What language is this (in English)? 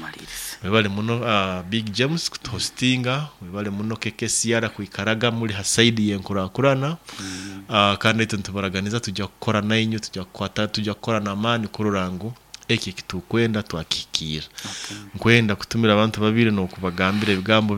Nyoro